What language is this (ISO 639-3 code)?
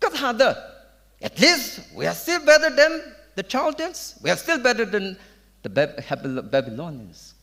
nmf